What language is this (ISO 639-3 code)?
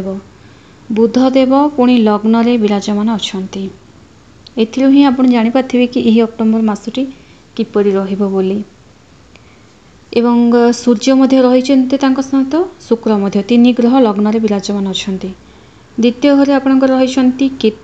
ori